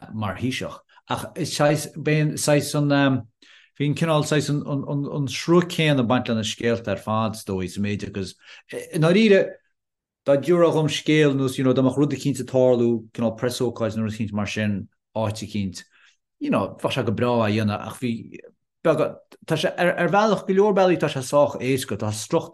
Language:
Irish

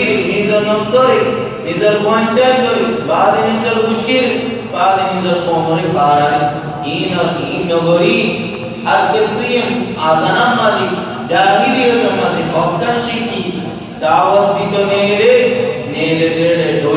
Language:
Rohingya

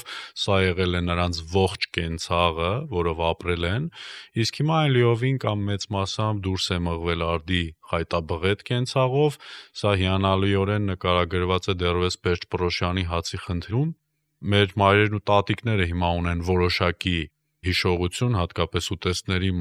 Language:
Armenian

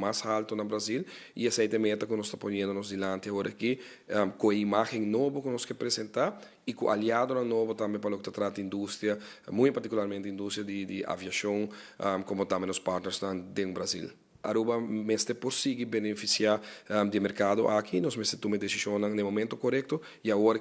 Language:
Papiamento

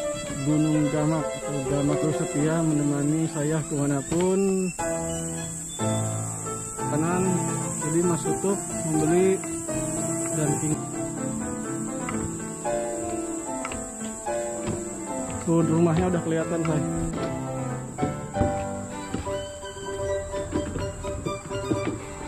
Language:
Indonesian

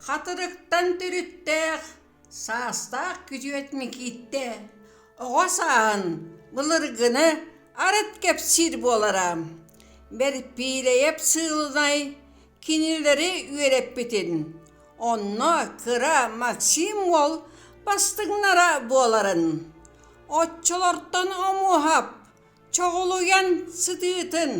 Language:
Yakut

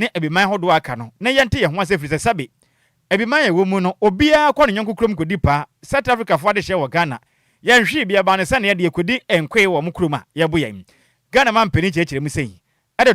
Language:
Akan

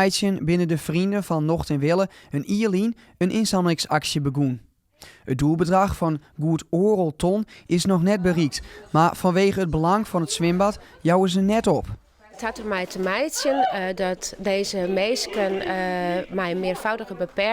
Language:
Western Frisian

